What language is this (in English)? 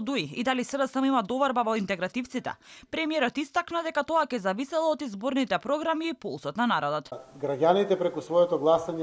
Macedonian